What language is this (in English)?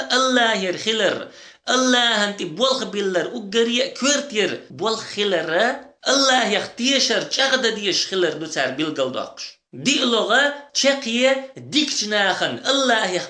Chechen